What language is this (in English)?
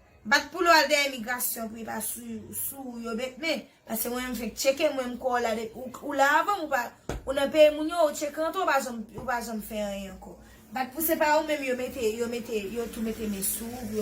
Haitian Creole